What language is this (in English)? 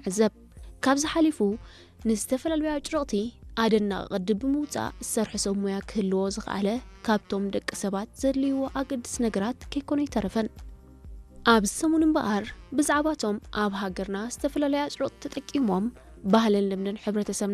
Tigrinya